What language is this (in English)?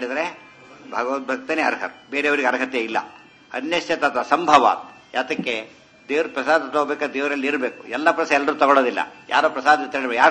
Kannada